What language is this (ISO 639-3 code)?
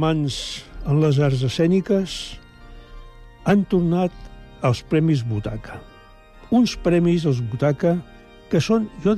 cat